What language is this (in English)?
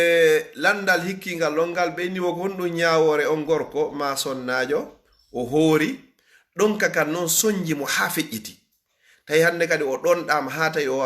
Fula